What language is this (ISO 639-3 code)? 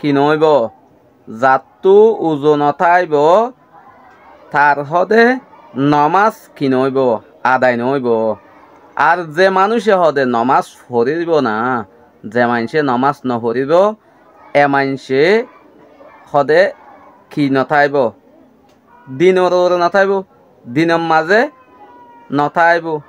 rhg